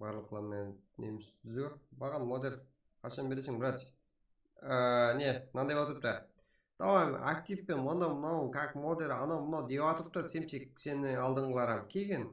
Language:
Kara-Kalpak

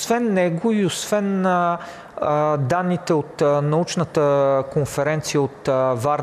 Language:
Bulgarian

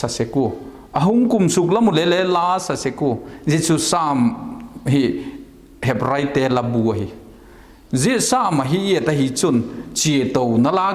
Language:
Vaiphei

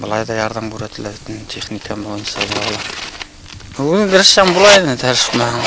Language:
Bashkir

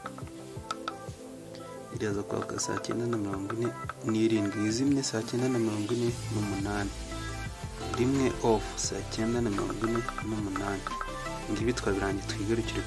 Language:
Kinyarwanda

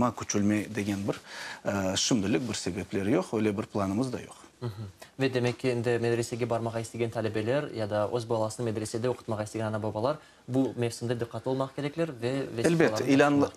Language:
Crimean Tatar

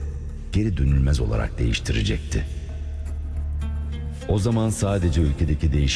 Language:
Turkish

